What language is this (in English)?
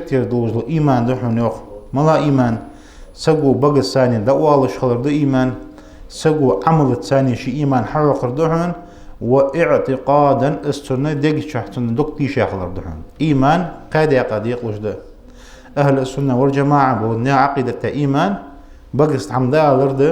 Ingush